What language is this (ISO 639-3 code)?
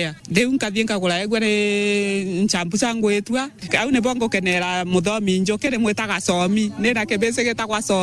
mer